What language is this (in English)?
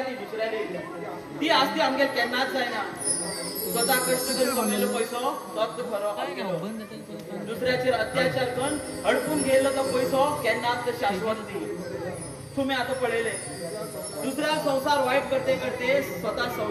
Konkani